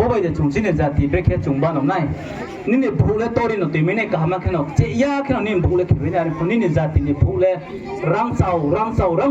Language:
Riang (India)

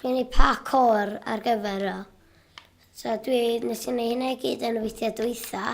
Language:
Welsh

